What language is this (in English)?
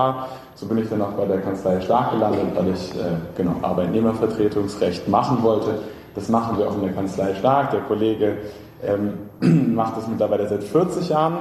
German